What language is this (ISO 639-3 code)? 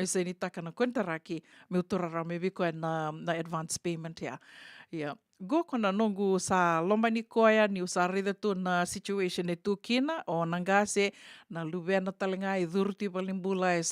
fij